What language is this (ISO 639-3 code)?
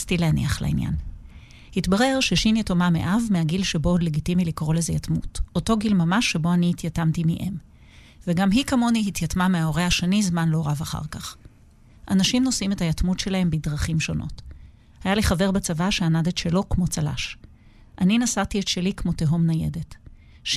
heb